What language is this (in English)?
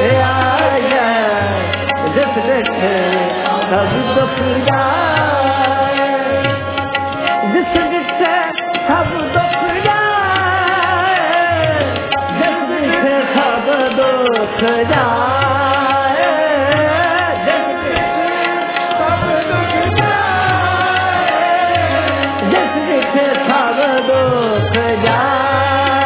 Punjabi